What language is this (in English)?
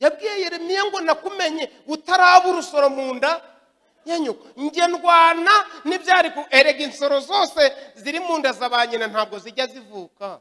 Kinyarwanda